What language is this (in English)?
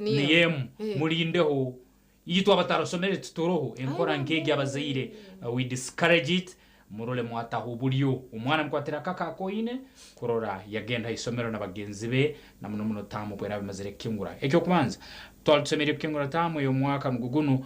Nyankole